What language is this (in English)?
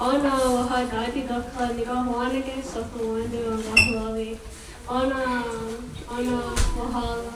Mohawk